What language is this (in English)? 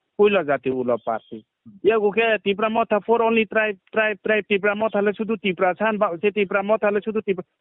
Riang (India)